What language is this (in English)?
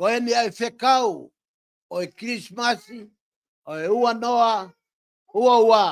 Tongan